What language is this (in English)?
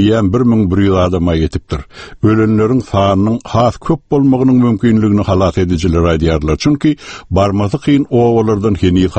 Turkmen